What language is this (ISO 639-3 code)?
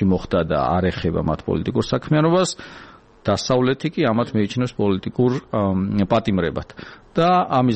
kat